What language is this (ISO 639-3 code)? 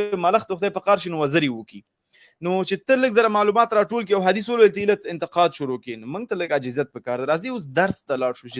pus